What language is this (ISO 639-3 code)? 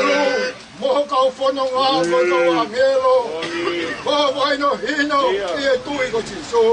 ton